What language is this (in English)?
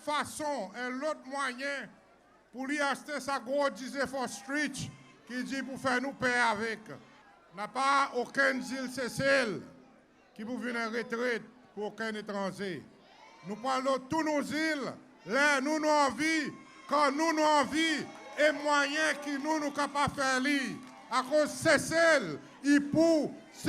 Seselwa Creole French